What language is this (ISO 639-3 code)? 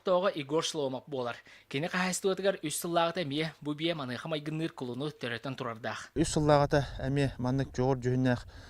sah